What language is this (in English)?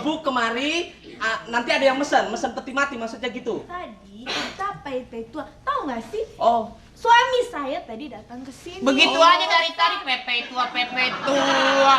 Betawi